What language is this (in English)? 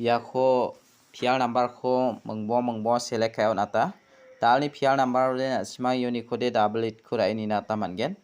Garo